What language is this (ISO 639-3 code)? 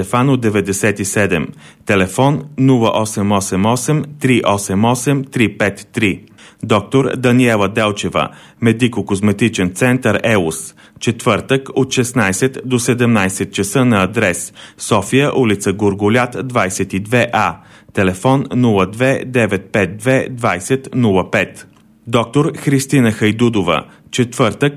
bul